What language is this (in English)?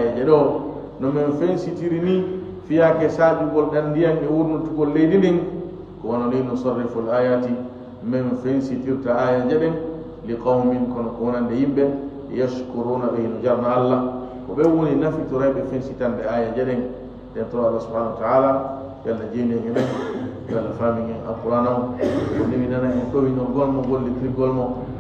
Fula